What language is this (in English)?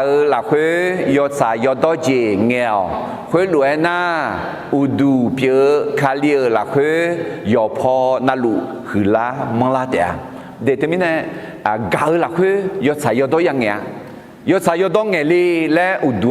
Akha